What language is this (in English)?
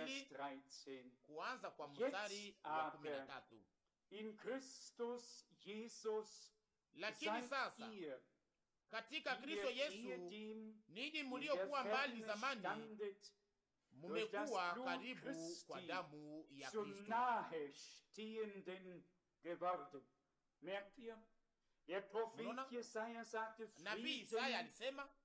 Swahili